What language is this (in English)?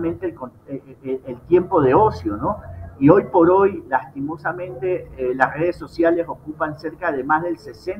Spanish